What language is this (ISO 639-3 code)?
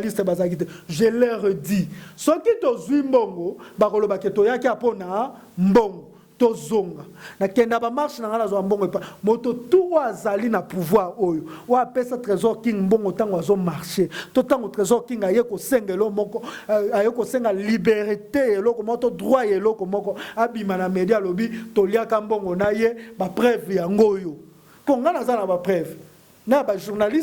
lin